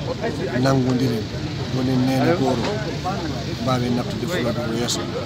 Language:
Fula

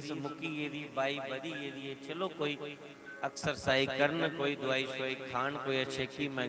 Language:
Dogri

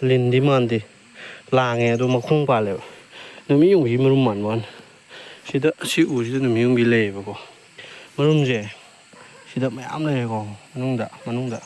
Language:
Manipuri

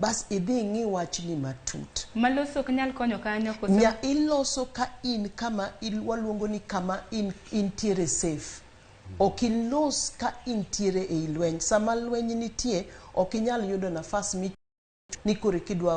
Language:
Luo (Kenya and Tanzania)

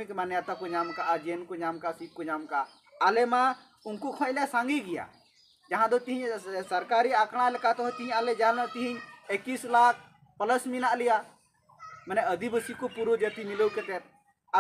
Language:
Santali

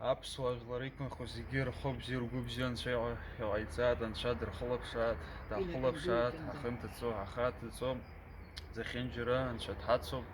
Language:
Abkhazian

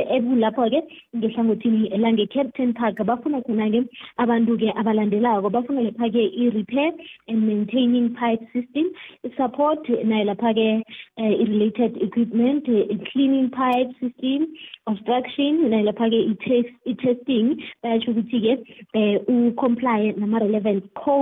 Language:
South Ndebele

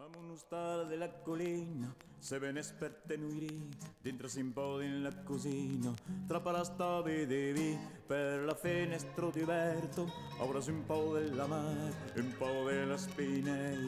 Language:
Occitan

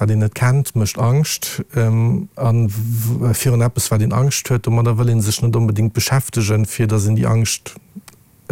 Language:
Luxembourgish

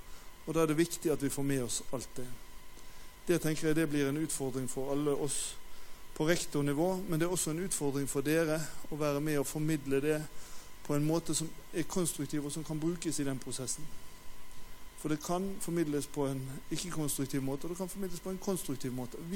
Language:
Norwegian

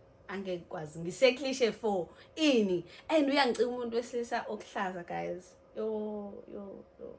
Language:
Zulu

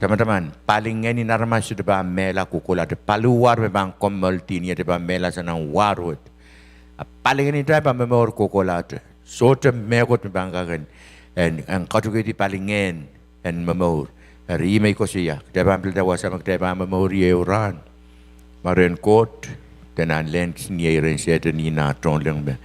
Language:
Pohnpeian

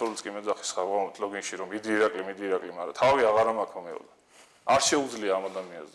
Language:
Georgian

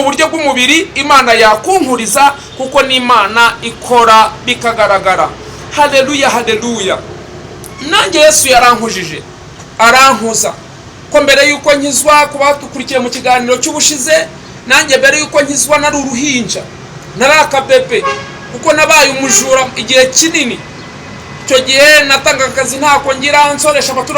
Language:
Kinyarwanda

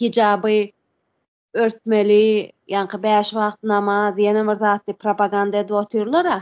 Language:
Turkmen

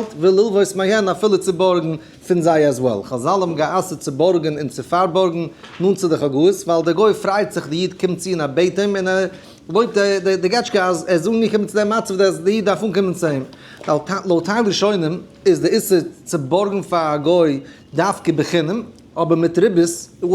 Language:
Yiddish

